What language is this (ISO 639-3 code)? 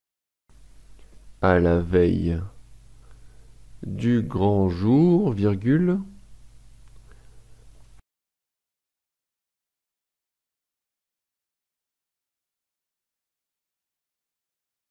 fra